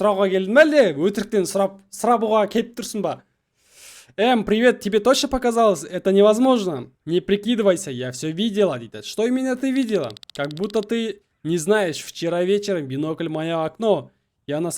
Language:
Kazakh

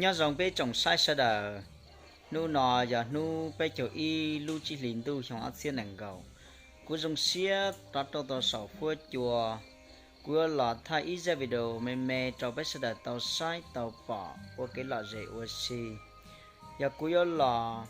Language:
Hmong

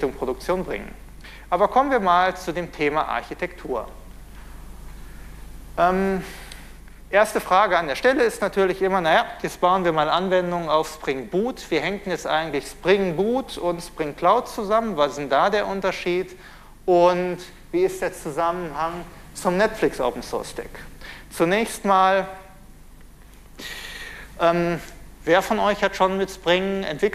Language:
German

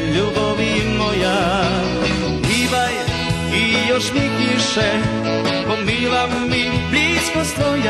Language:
Rusyn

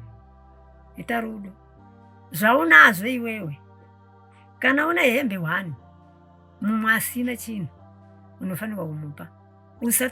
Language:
Shona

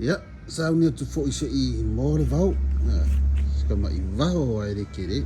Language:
Samoan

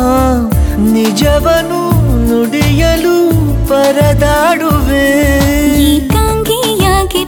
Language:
Kannada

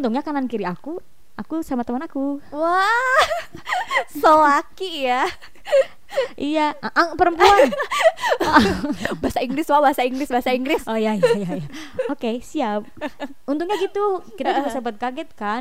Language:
Indonesian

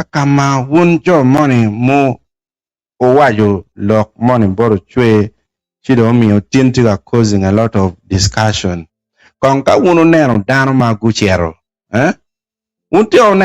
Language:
Acoli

